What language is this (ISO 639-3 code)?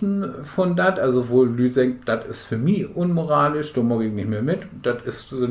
nds